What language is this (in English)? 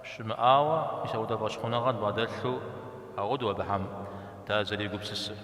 Kabardian